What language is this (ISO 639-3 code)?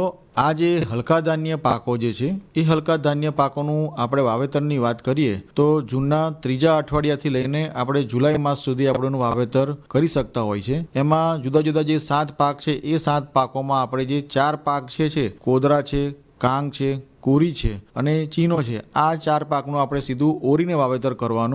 guj